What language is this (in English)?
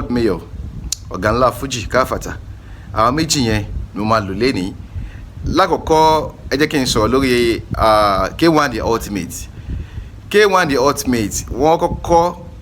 Yoruba